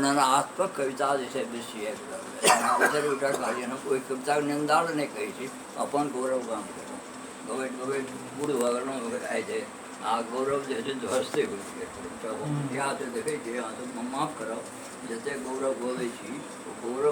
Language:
Maithili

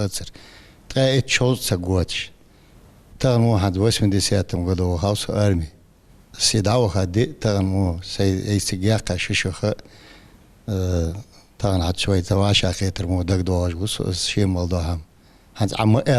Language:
Ingush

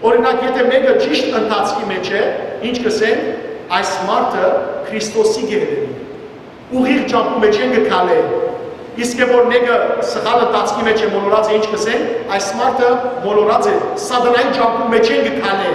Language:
Western Armenian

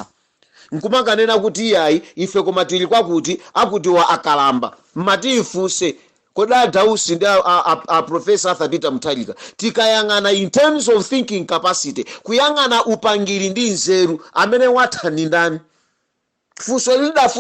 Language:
Nyanja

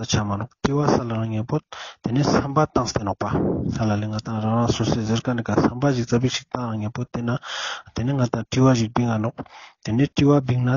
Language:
Ladakhi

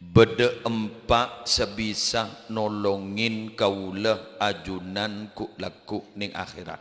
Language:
Madurese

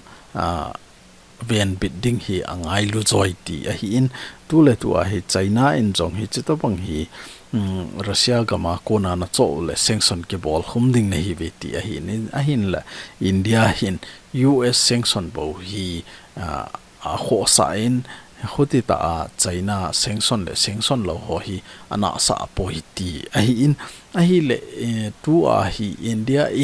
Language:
Thado Chin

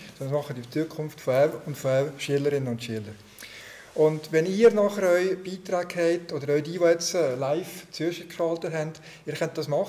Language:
German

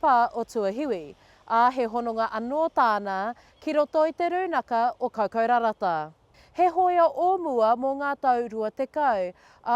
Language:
Māori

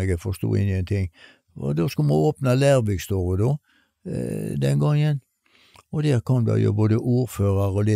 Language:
Norwegian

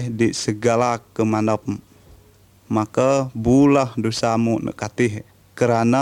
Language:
Malay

